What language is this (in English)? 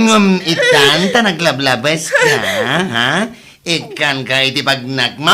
Iloko